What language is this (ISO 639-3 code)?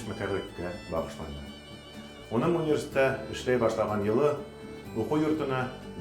bak